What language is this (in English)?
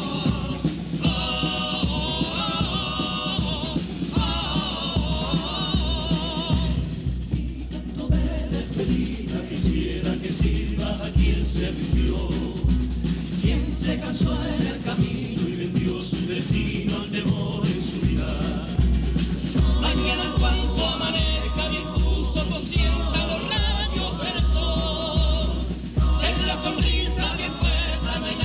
Spanish